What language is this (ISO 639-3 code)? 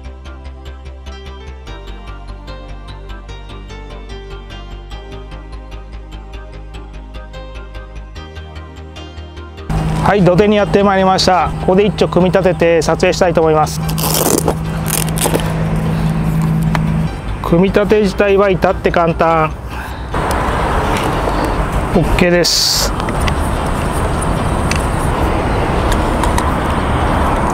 jpn